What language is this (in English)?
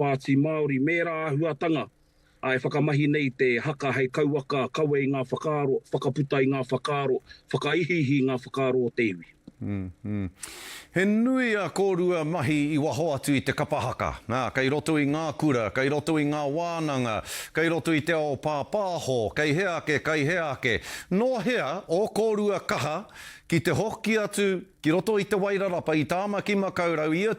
Māori